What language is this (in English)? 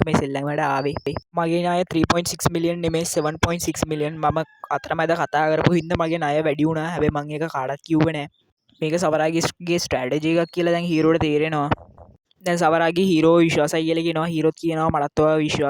Sinhala